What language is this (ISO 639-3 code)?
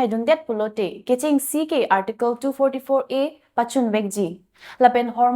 mjw